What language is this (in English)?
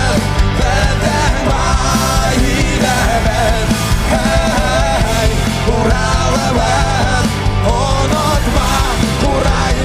Bashkir